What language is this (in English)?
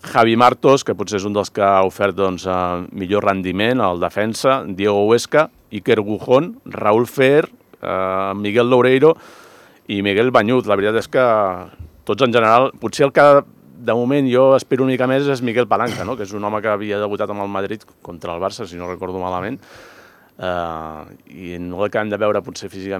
Catalan